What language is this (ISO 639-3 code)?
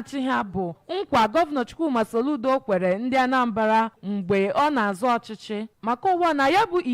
ibo